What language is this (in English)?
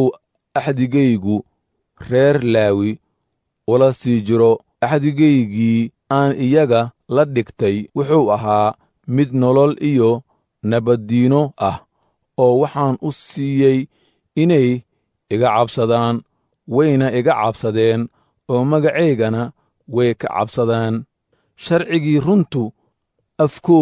Somali